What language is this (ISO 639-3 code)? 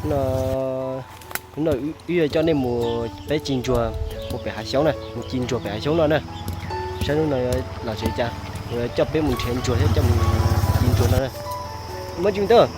hmn